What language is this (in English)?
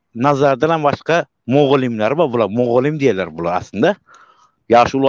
Turkmen